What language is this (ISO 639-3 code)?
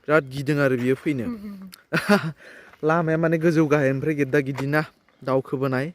brx